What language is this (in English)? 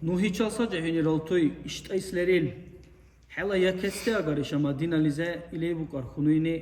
Dargwa